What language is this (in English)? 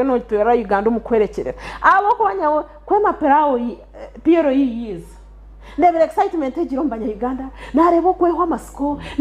Nyankole